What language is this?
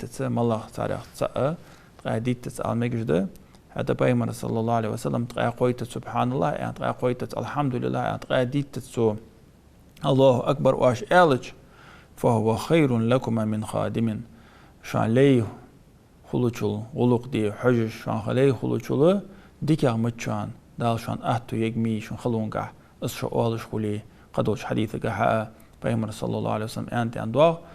Ingush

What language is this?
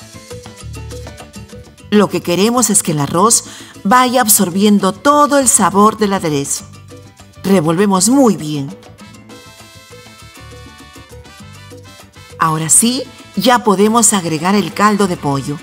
Spanish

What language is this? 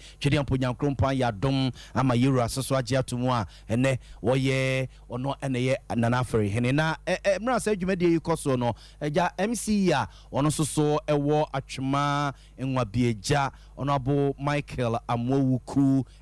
Akan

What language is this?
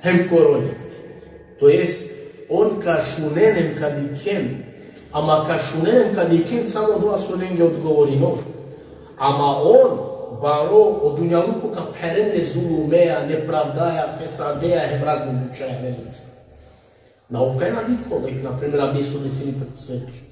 Balkan Romani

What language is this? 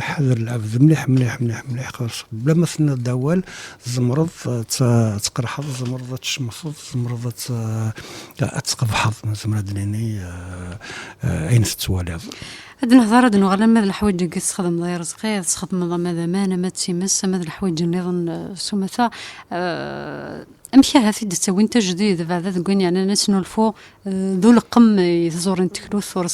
Kabyle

